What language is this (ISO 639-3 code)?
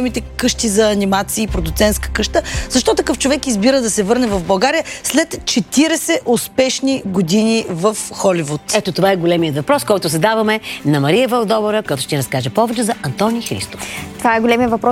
bul